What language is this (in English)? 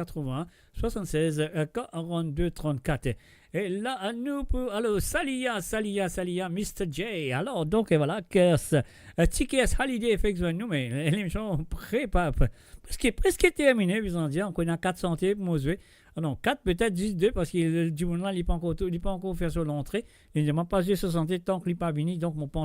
Morisyen